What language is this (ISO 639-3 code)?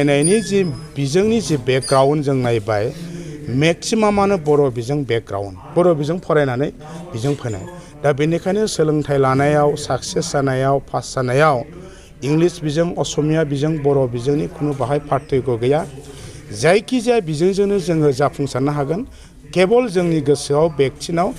brx